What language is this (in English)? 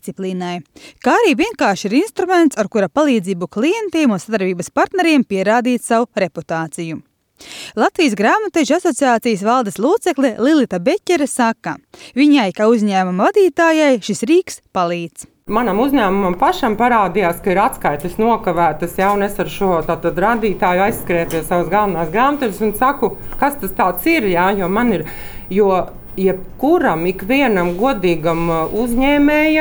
Latvian